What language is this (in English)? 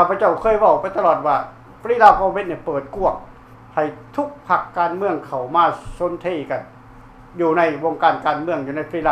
Lao